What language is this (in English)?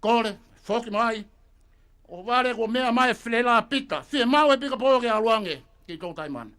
Tongan